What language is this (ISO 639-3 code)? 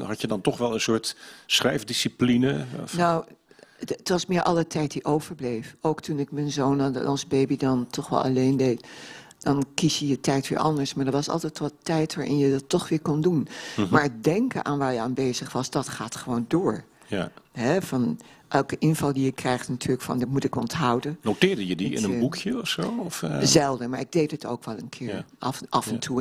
nld